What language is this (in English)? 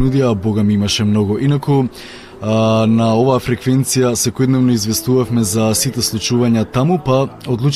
Macedonian